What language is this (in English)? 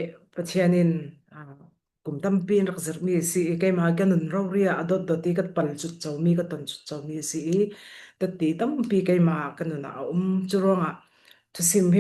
Falam Chin